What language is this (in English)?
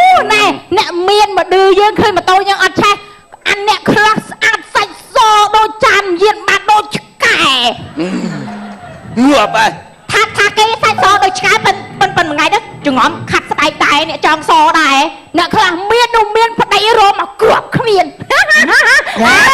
Khmer